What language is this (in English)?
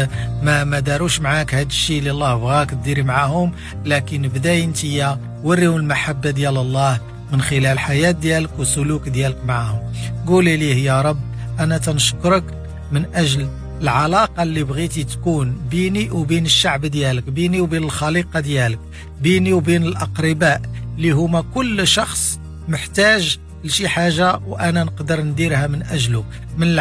Moroccan Arabic